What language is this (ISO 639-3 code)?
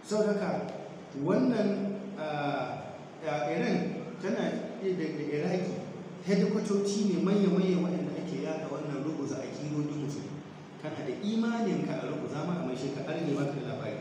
hau